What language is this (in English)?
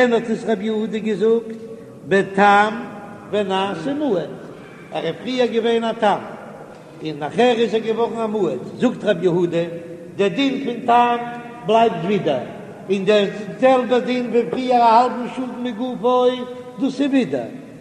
Yiddish